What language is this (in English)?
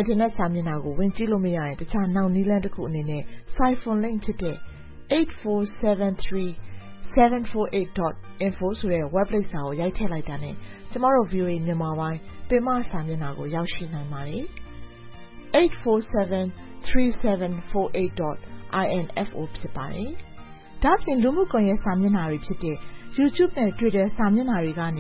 Burmese